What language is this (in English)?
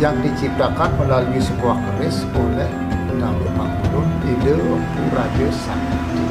Balinese